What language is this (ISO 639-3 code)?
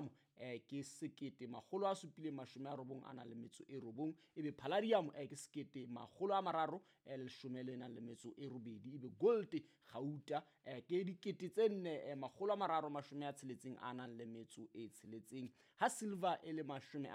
sot